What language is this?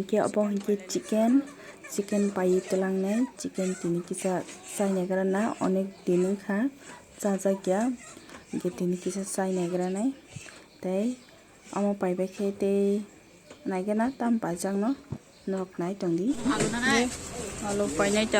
Kok Borok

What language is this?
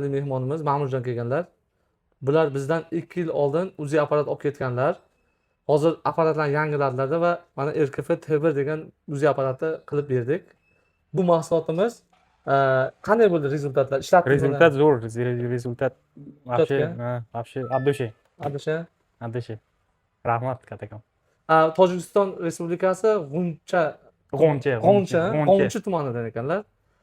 Uzbek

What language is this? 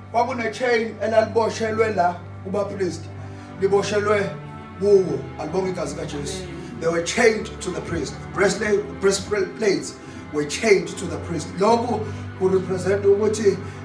Zulu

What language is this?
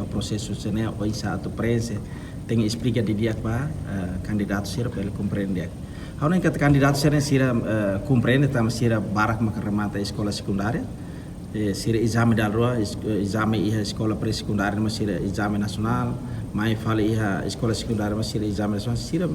Tetum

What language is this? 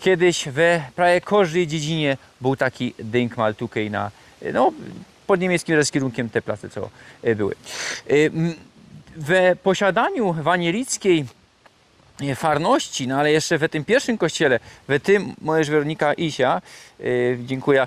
Silesian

